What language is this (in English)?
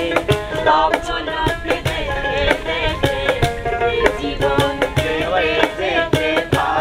Bangla